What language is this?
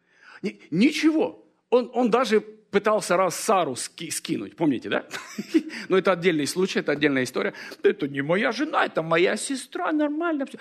Russian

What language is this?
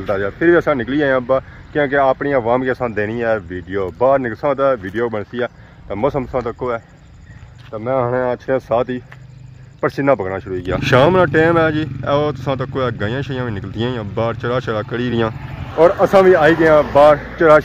Pahari-Potwari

